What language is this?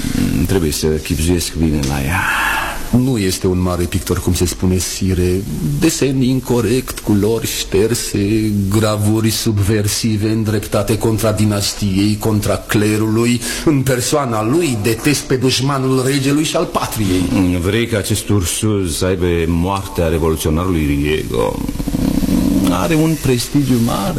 Romanian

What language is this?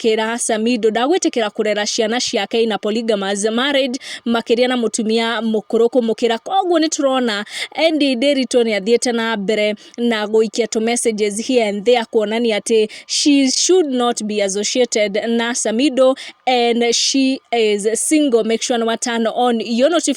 Kikuyu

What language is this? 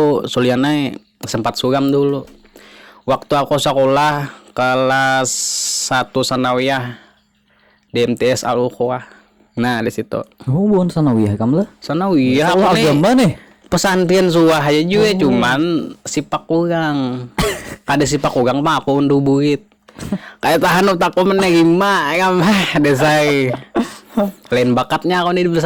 Banjar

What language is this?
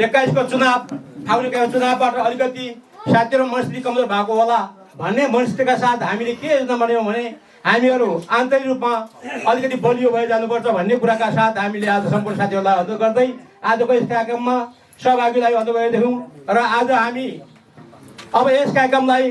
Nepali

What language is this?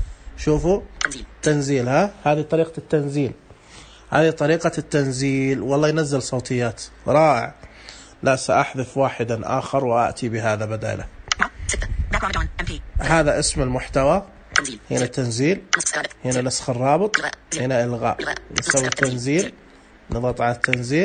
Najdi Arabic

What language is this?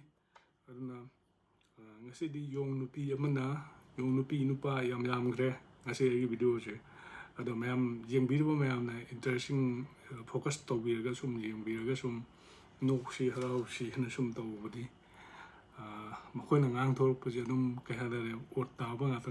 Manipuri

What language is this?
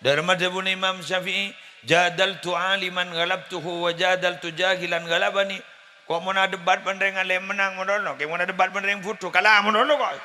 Madurese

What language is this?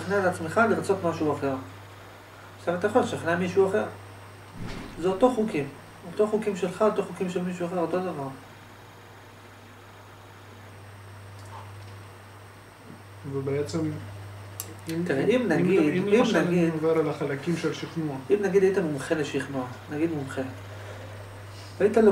Hebrew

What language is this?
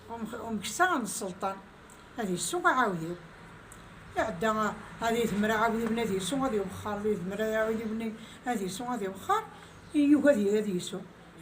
Kabyle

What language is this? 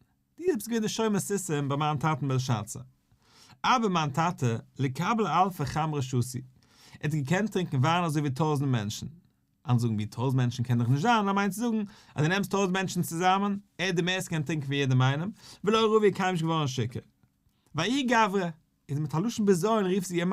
Yiddish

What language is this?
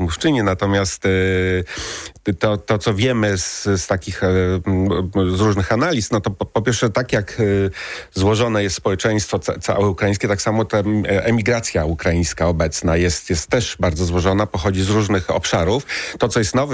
Polish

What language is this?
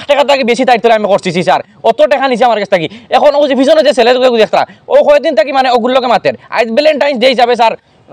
Sylheti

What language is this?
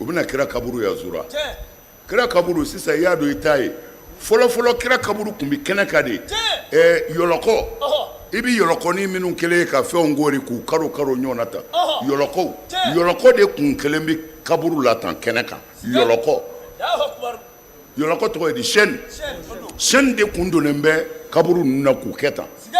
Bambara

